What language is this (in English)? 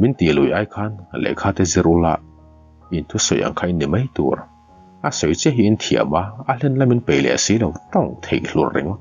Mizo